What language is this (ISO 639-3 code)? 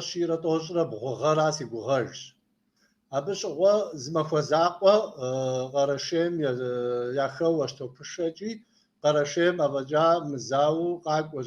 kbd